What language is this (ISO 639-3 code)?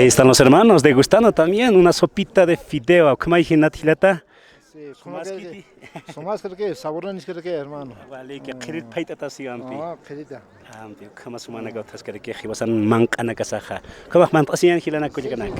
aym